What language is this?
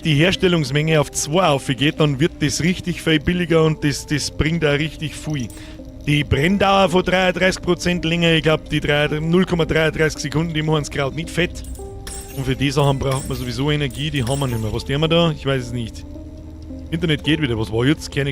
Bavarian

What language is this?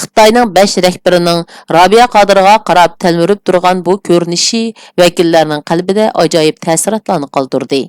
Uyghur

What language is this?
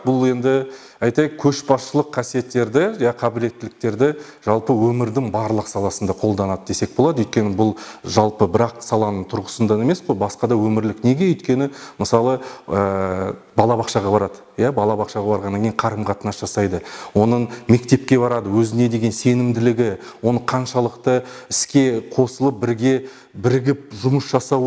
Kazakh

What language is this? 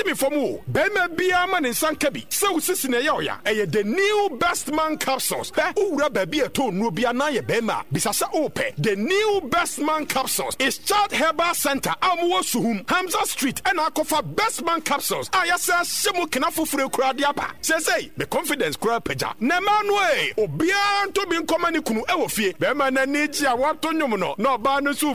Akan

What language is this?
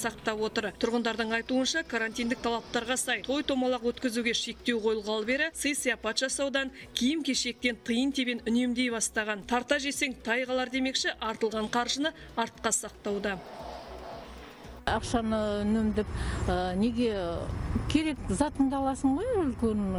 Kazakh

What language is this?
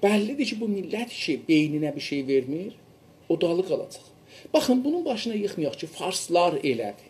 South Azerbaijani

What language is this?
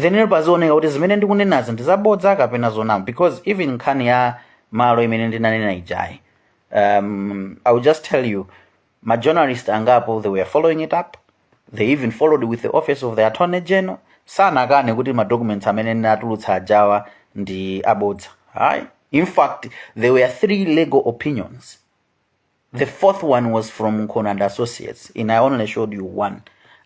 Nyanja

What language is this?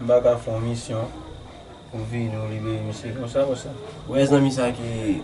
Haitian Creole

